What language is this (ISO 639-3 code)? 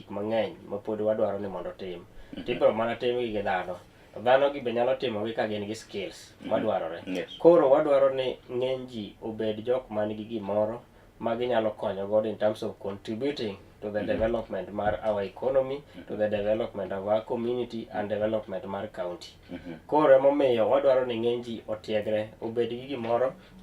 luo